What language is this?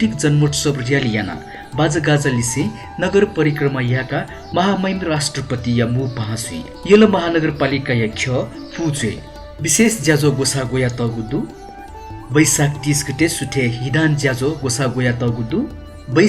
Newari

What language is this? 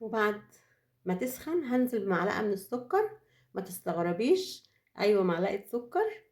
Egyptian Arabic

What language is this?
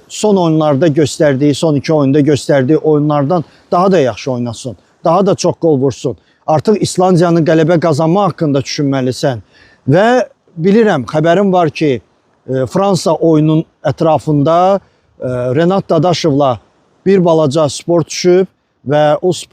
Azerbaijani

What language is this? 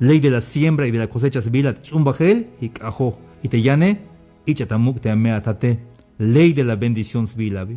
Tzeltal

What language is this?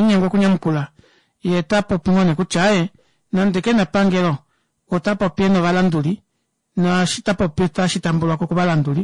Kuanyama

